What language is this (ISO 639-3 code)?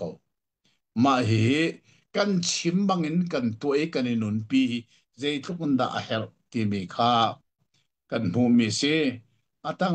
cnh